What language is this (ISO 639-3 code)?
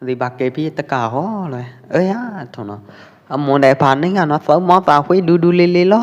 kjp